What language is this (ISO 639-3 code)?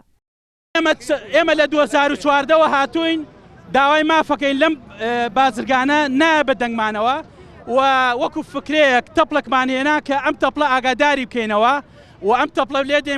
ckb